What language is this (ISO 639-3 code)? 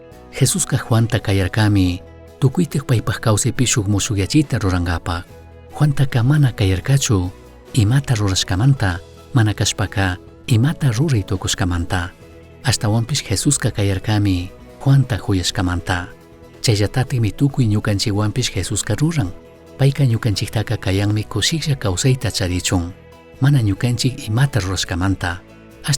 qug